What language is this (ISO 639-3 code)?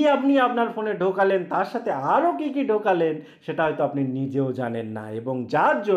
ben